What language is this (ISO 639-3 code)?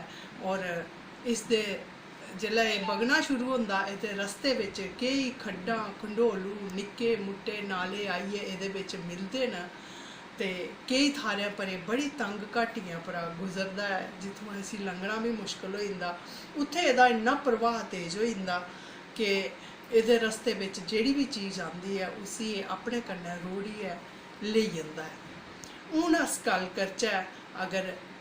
doi